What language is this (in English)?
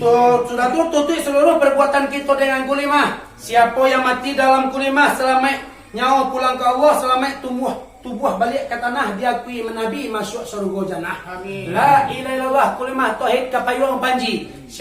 Minangkabau